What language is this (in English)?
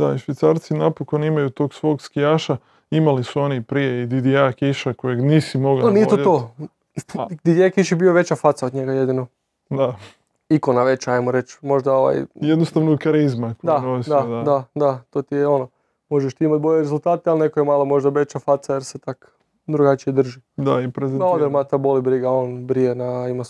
Croatian